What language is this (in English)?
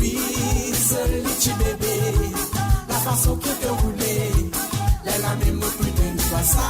Morisyen